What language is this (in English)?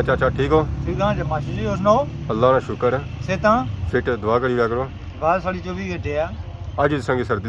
Pahari-Potwari